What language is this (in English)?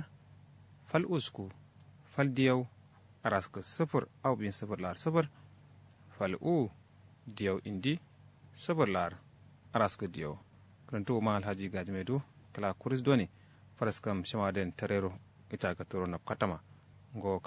Kanuri